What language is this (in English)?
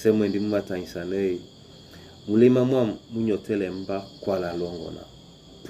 Duala